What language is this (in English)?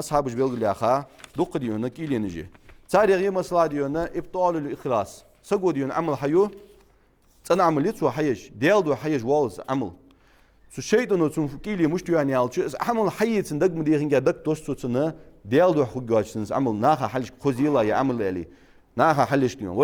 Ingush